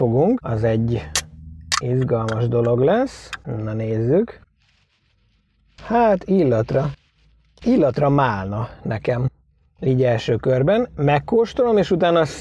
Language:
Hungarian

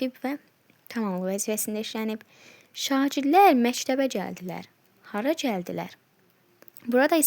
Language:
Azerbaijani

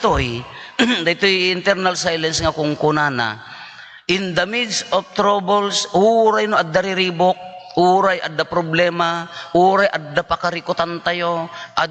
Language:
Iloko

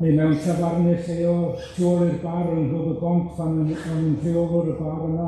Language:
Welsh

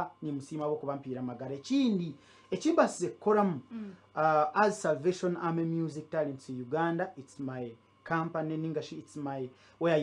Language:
Nyankole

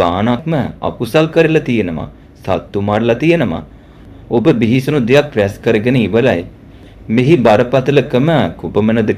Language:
Sinhala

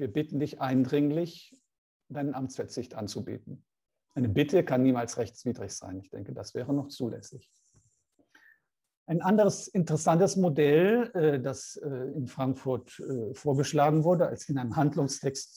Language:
German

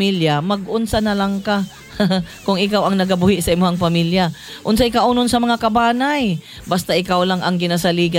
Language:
Cebuano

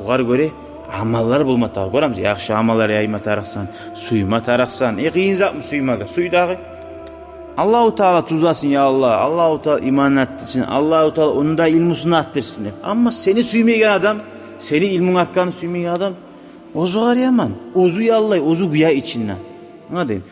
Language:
Kumyk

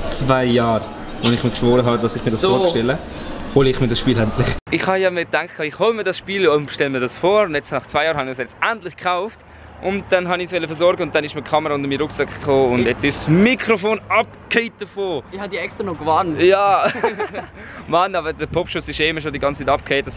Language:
Swiss German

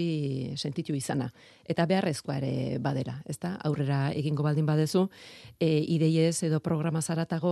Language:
Basque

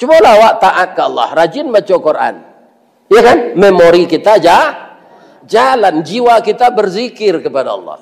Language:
Minangkabau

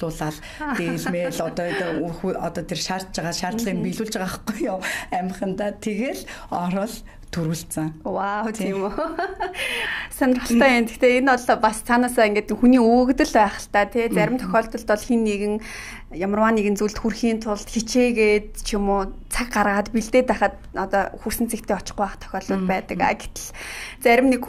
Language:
Mongolian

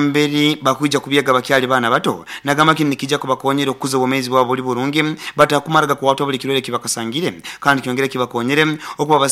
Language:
Nyoro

